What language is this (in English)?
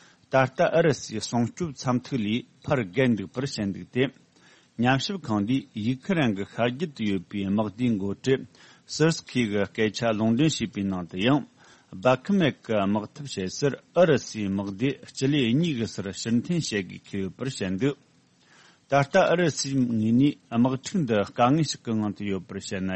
Tibetan